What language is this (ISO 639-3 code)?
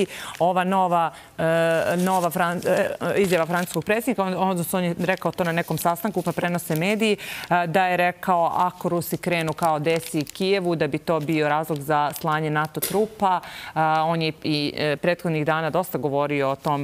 srp